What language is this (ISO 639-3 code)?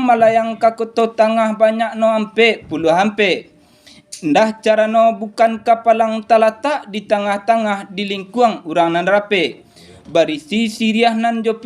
min